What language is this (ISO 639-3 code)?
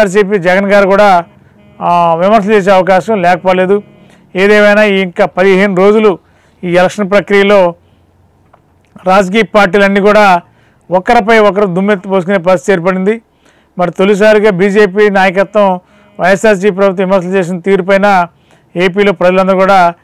tel